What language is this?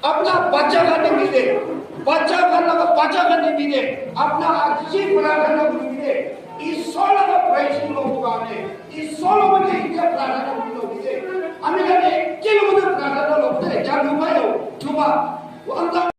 Naga Pidgin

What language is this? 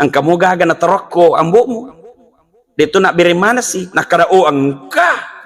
Buginese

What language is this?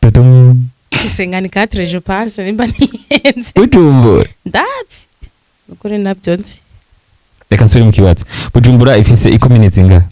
Rundi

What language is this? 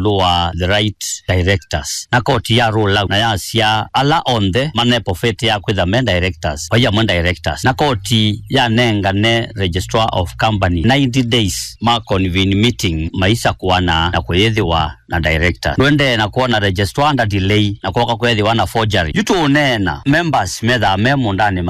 Kamba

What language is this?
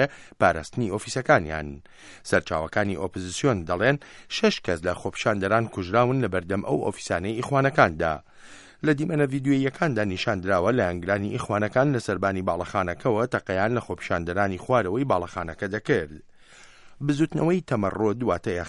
Central Kurdish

